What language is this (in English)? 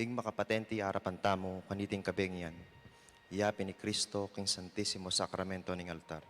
Pampanga